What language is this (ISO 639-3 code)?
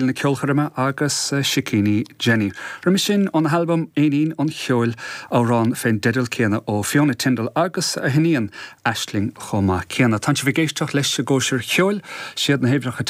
gle